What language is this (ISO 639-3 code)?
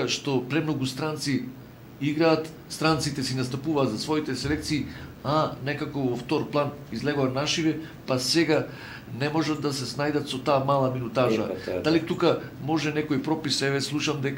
mkd